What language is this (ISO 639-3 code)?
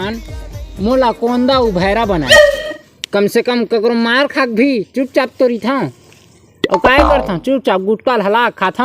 hne